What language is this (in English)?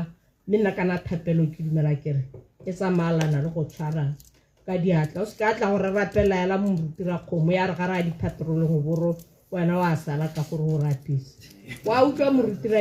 Tswana